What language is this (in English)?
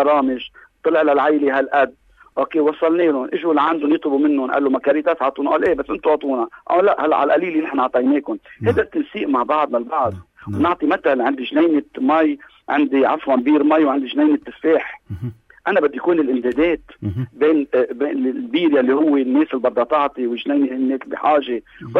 North Levantine Arabic